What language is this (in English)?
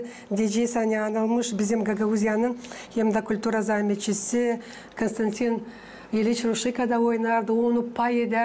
Gagauz